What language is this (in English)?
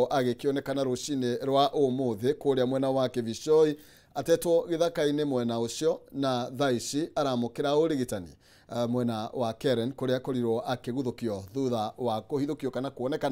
Kikuyu